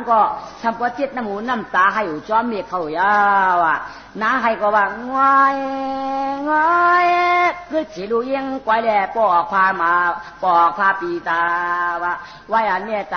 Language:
Shan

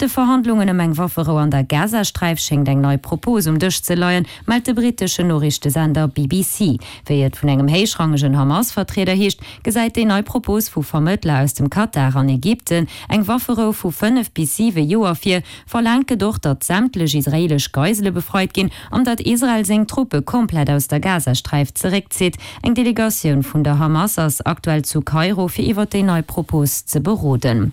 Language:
Luxembourgish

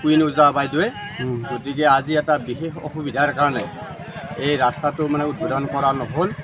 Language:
Assamese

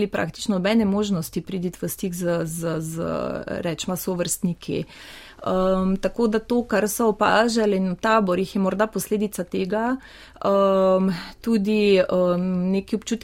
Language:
Slovenian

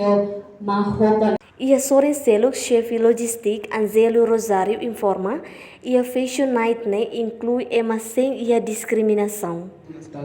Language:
Tetum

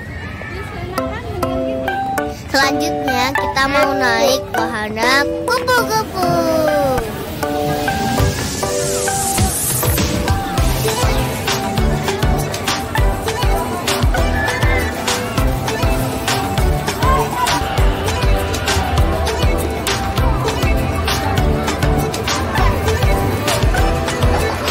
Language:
Indonesian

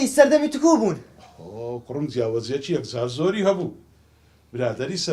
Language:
Central Kurdish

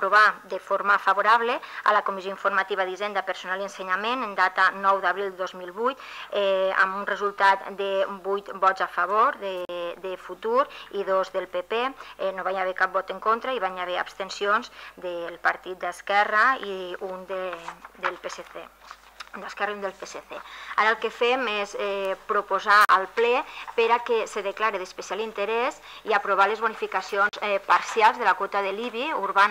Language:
Catalan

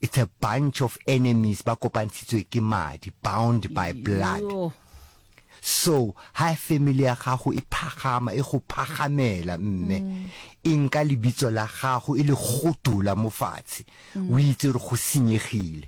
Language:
Northern Sotho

